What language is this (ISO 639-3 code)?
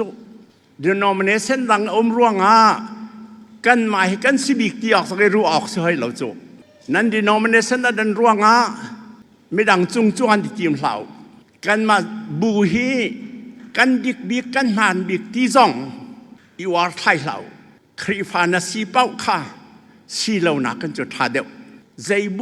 cfm